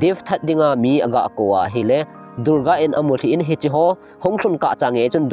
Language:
Thado Chin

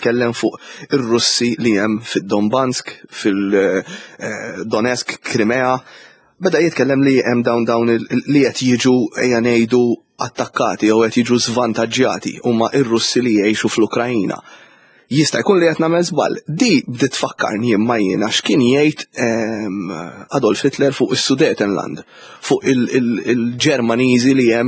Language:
Maltese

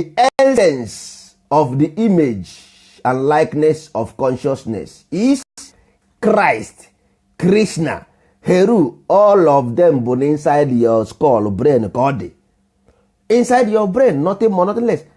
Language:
Igbo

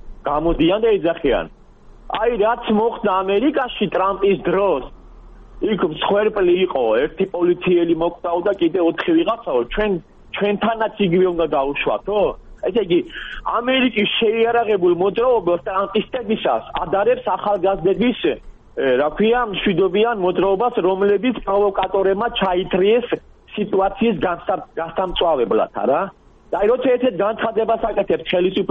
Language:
Georgian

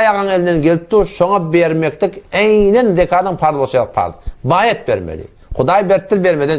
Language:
Turkmen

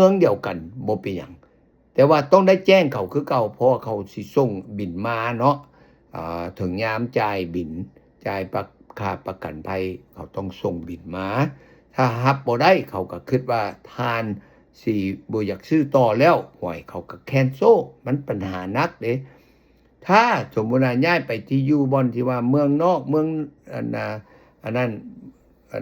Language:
Lao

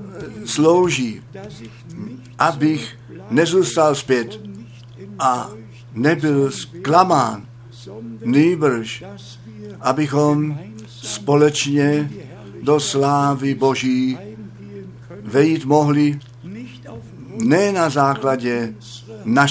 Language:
Czech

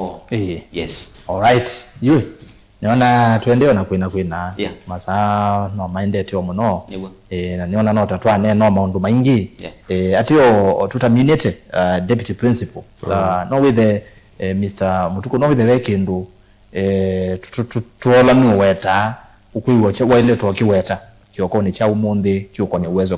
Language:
Kamba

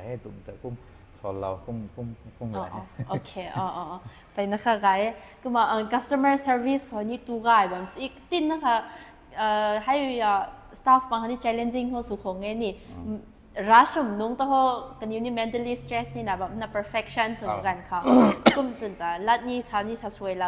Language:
Rongmei Naga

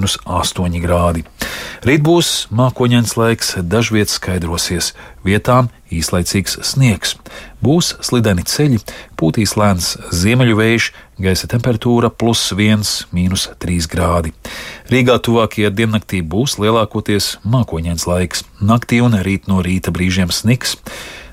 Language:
Latvian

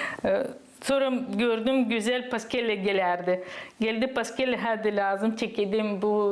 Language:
Gagauz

